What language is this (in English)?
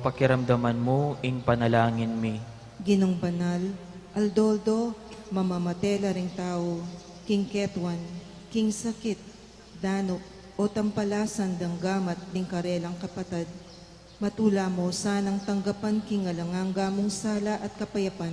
Pampanga